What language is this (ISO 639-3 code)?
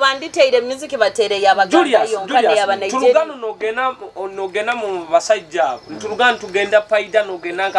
nyo